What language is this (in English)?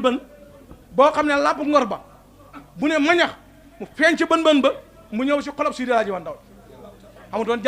Wolof